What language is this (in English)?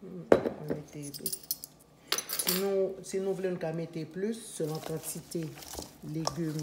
Haitian Creole